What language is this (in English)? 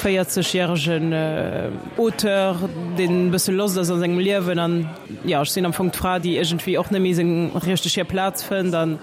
Luxembourgish